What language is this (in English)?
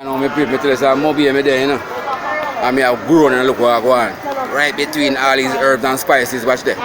Jamaican Creole English